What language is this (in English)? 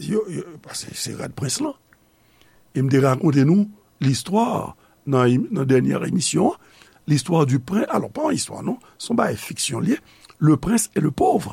Haitian Creole